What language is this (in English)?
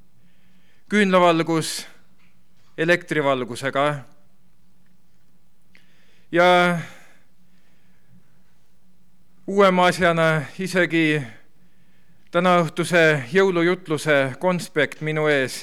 Estonian